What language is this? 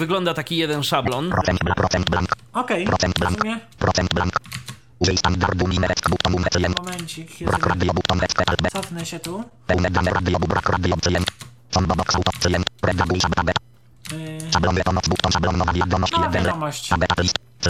Polish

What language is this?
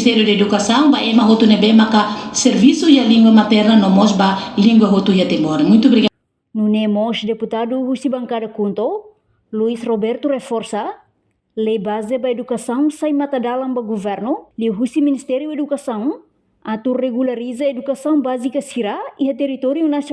Tetum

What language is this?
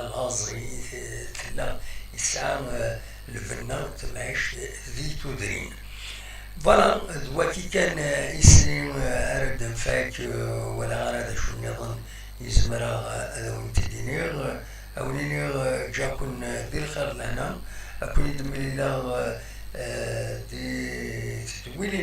Kabyle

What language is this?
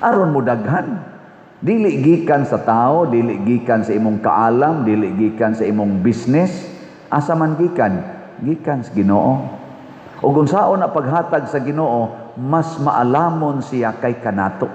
Cebuano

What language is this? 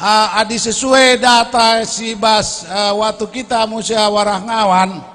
Batak Karo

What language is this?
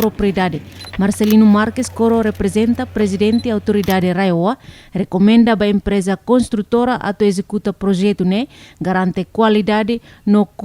Tetum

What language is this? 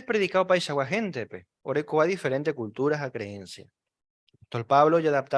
Guarani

